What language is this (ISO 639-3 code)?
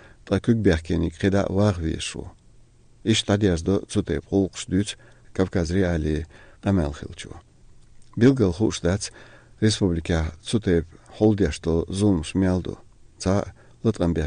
che